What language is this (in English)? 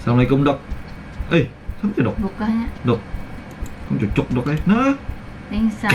Banjar